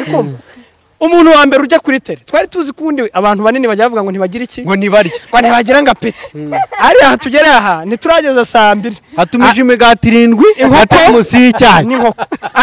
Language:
Kinyarwanda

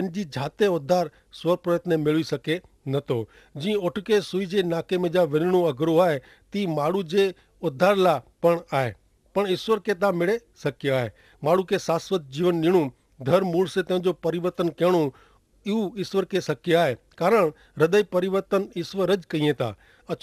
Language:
Kachhi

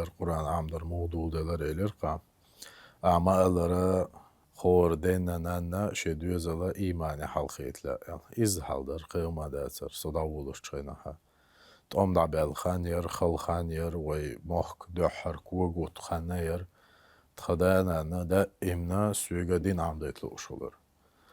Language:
Chechen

